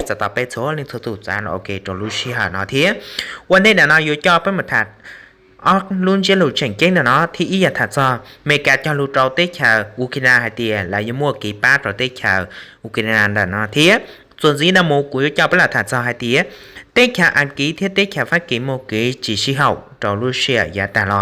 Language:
Hmong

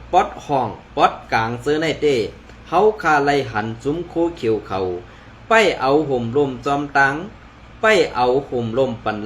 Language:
Shan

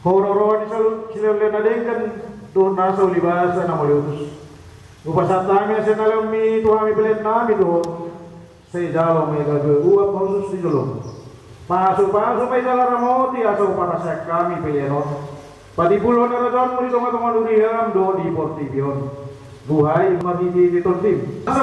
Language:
Batak Toba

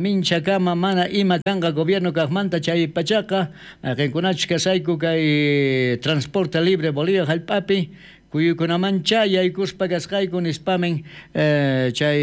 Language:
South Bolivian Quechua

